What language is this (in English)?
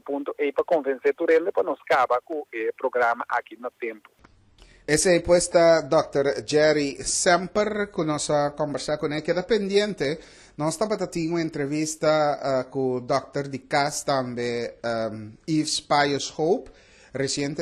Papiamento